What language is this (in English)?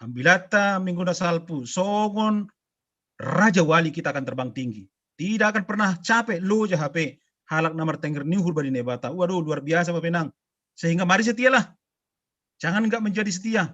Batak Simalungun